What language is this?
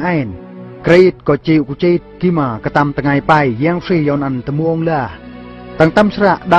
Eastern Bru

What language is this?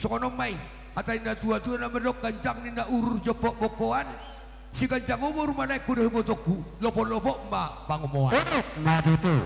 Batak Toba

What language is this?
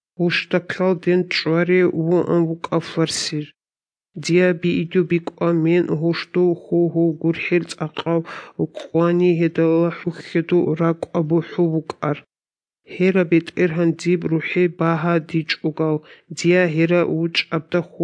Avaric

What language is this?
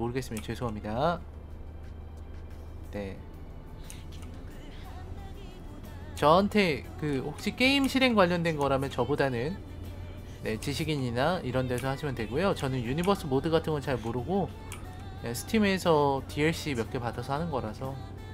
Korean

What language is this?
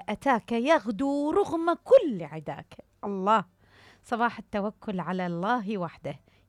Mesopotamian Arabic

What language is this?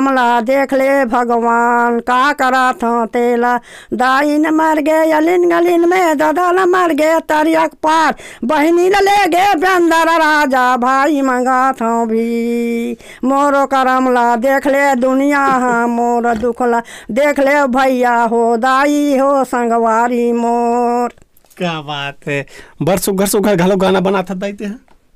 Chhattisgarhi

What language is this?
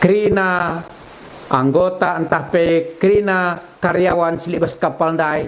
Batak Karo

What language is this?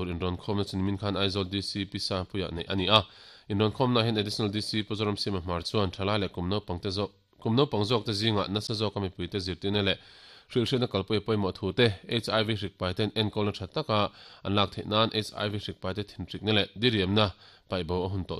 Mizo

